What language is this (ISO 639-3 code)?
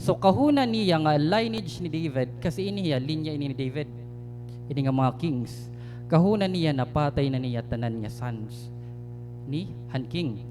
war